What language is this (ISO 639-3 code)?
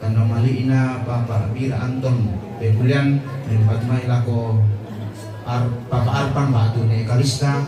sda